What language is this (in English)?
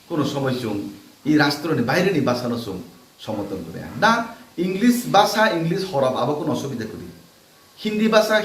Kok Borok